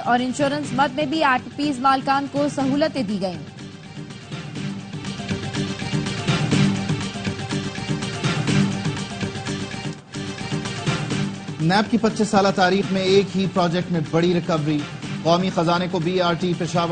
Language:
Urdu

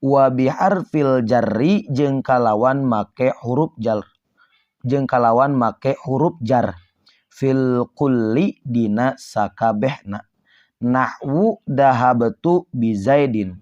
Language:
Sundanese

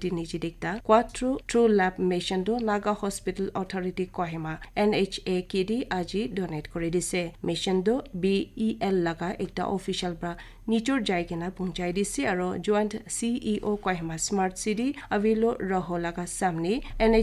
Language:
Naga Pidgin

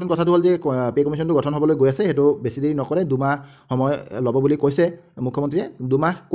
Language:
Assamese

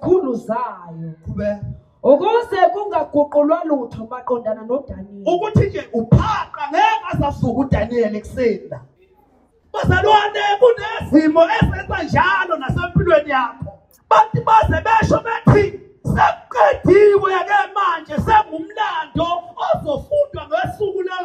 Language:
Zulu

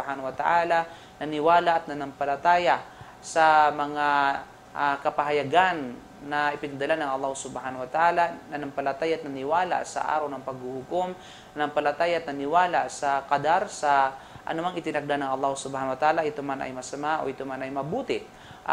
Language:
Filipino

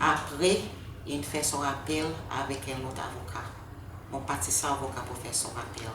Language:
Seselwa Creole French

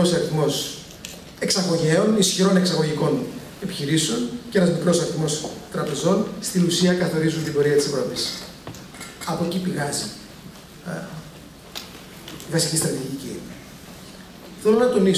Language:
Greek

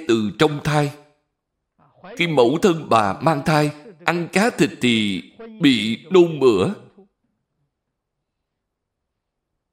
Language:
Vietnamese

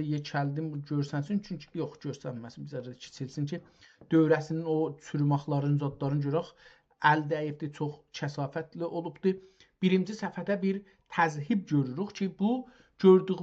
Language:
South Azerbaijani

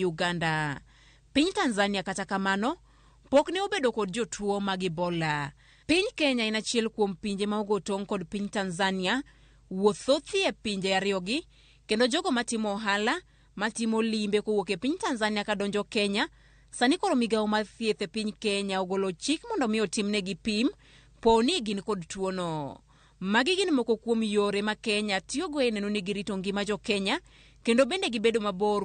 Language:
Luo (Kenya and Tanzania)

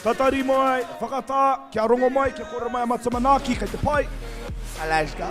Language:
Māori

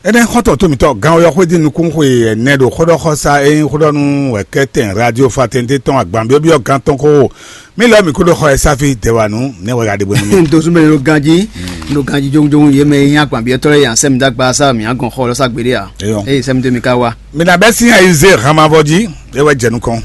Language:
Fon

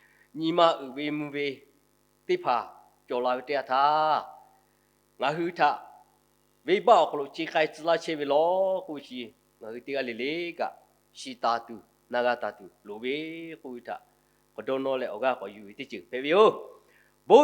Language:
Lahu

